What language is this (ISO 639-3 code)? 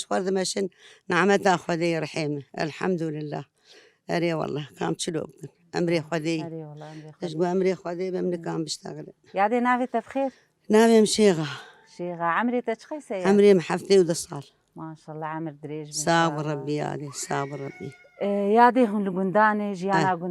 kur